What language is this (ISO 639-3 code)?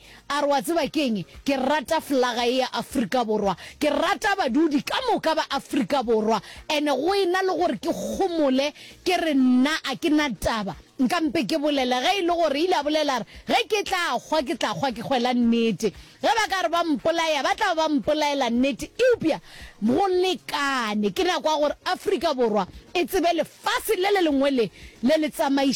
nso